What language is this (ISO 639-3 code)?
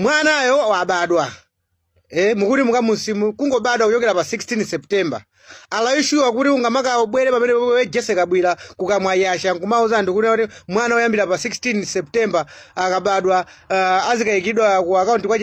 nya